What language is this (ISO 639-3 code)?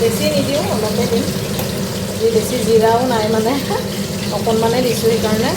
asm